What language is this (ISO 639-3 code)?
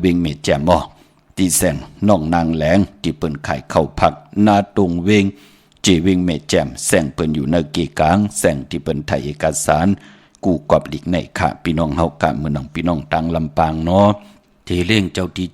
shn